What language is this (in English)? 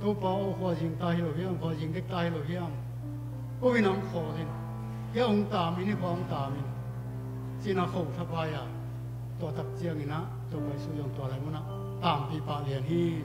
Tedim Chin